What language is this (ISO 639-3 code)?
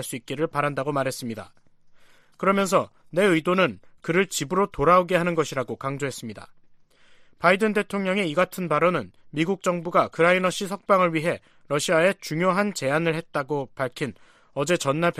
kor